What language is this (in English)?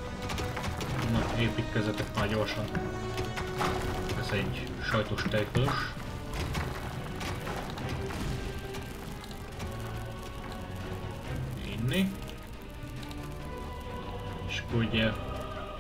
Hungarian